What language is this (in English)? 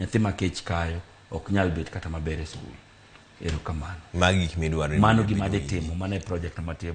Luo (Kenya and Tanzania)